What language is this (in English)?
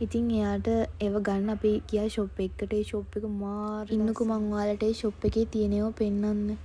Sinhala